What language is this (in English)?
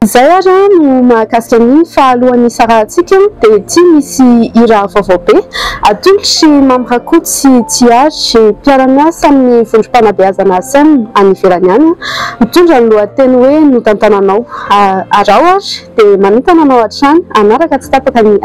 Malagasy